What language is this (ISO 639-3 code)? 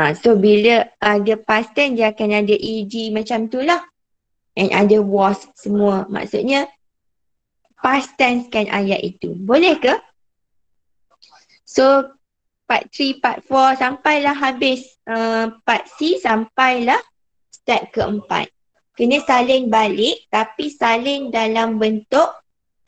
msa